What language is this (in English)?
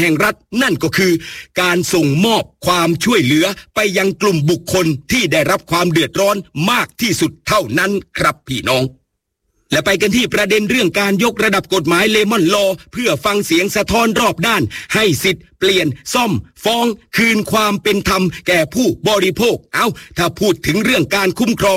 Thai